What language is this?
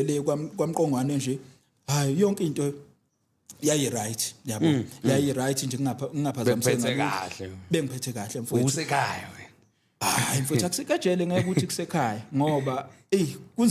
Zulu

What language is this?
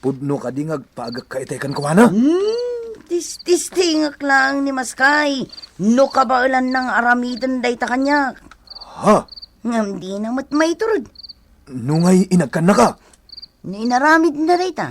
Iloko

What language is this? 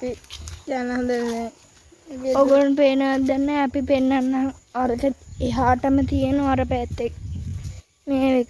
Sinhala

